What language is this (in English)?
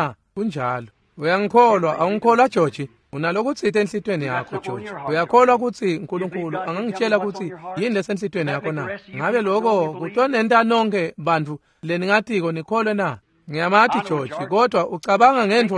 Swati